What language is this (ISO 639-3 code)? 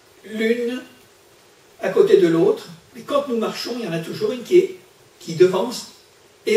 fra